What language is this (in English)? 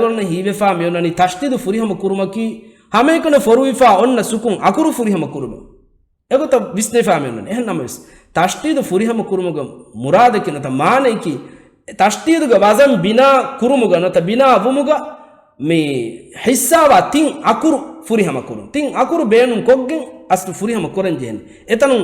Divehi